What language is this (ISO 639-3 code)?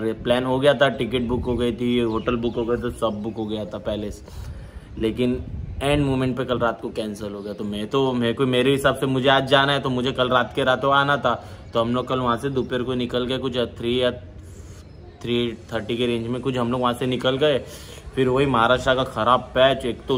hin